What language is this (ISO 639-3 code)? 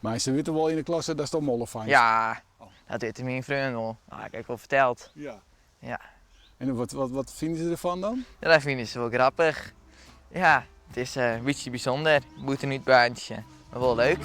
fry